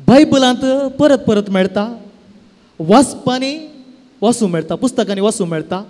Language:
Konkani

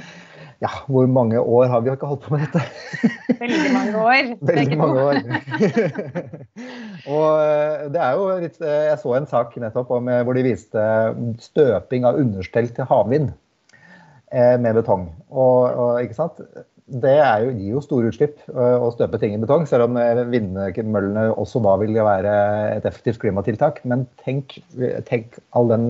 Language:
Norwegian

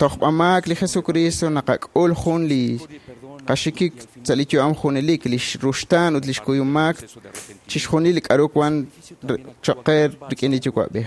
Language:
Kekchí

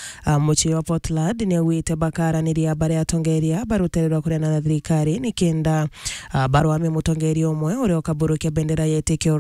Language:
Meru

